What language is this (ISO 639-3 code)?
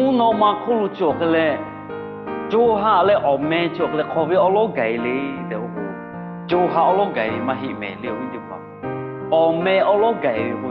lhu